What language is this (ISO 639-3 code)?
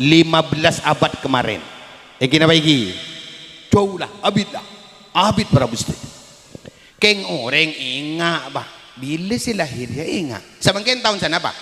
mad